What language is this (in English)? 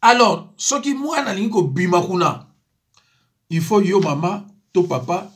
Lingala